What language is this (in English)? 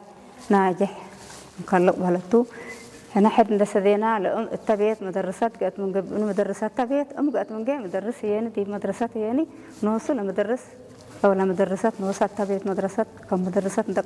Tigrinya